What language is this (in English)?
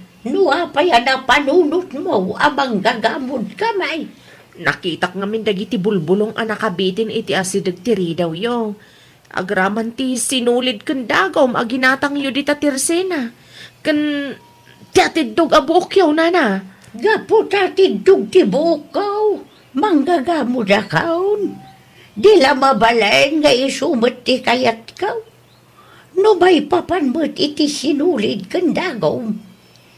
Iloko